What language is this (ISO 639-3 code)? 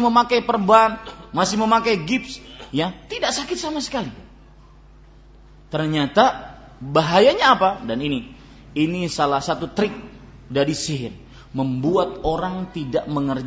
ind